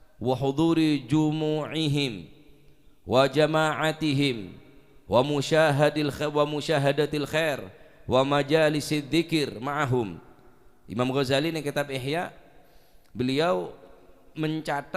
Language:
Madurese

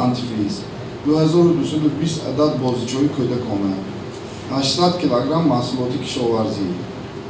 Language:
Tajik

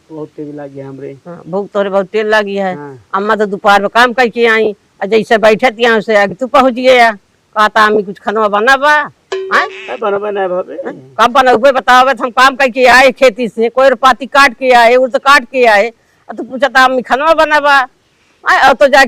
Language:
Awadhi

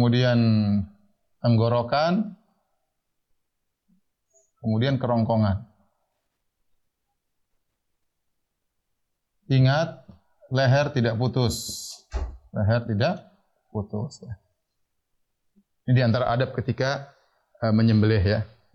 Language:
Indonesian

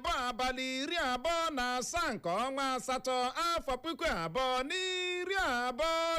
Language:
Igbo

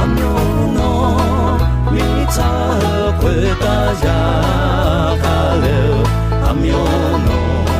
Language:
Akha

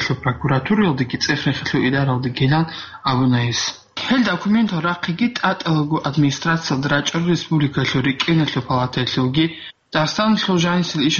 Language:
Avaric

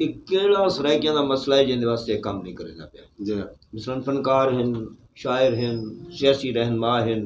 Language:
Saraiki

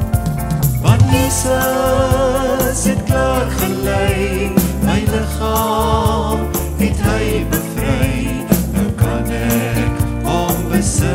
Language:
Afrikaans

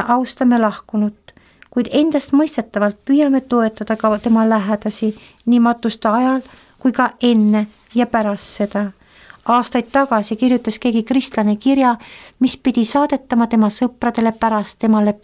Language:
Estonian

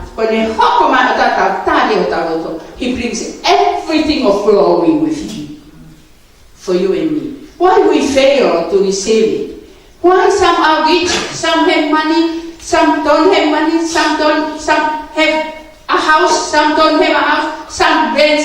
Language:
Tongan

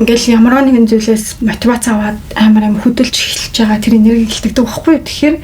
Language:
Mongolian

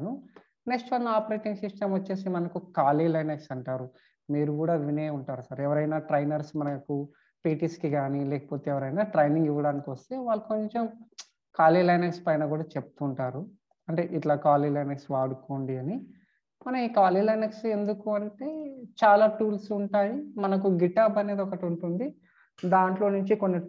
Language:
Telugu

